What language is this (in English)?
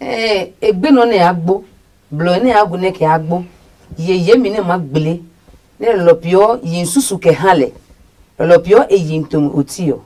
Adangme